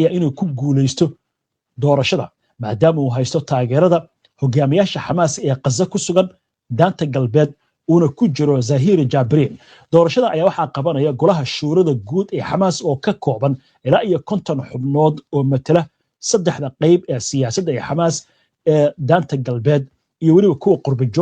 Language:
Somali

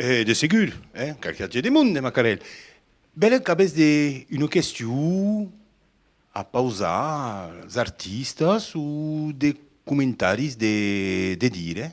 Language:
Occitan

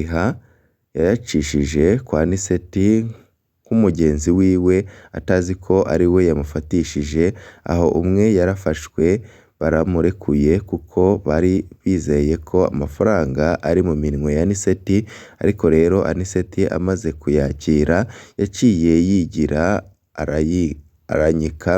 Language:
Rundi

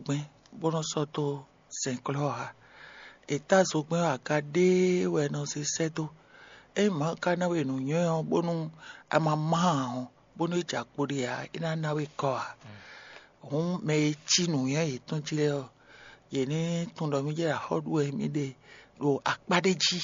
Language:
Fon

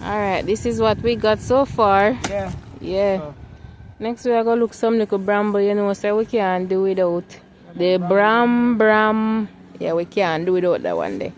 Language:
Jamaican Creole English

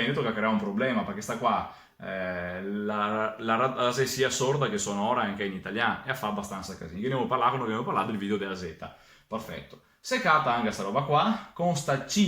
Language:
Venetian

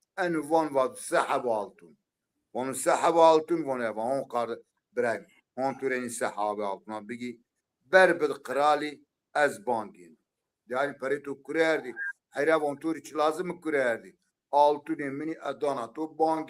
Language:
Zaza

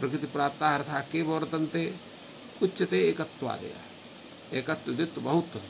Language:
Sanskrit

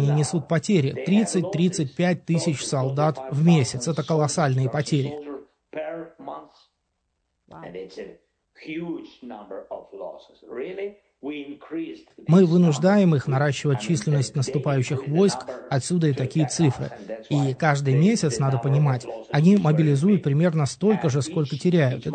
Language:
Russian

